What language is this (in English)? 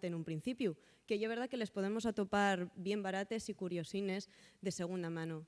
Asturian